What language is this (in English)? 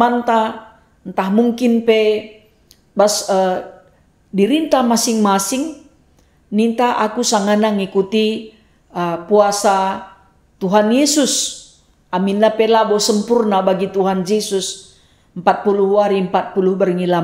Batak Karo